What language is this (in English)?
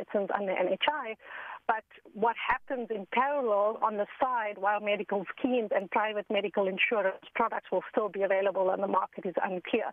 English